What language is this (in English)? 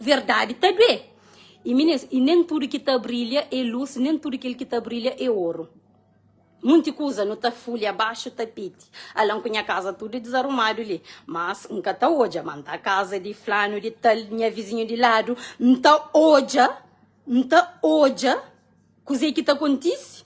Kabuverdianu